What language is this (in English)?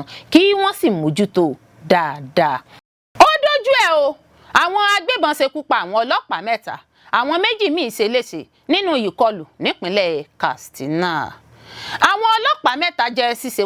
Yoruba